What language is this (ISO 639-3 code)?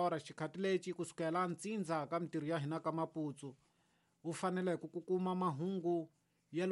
tso